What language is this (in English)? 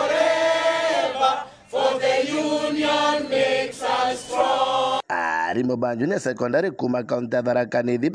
Meru